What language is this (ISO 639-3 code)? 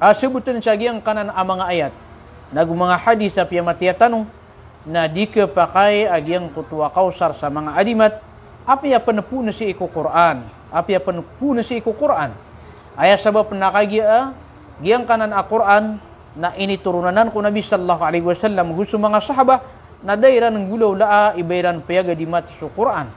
mrw